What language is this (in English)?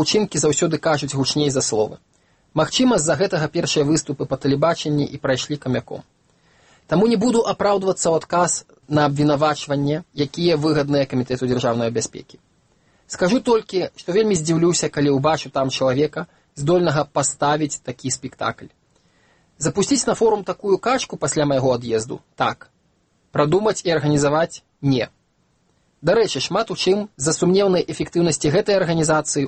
Belarusian